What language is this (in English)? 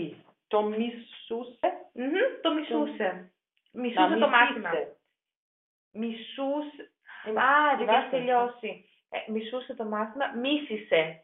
Greek